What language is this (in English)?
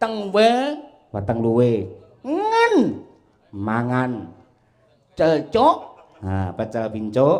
Javanese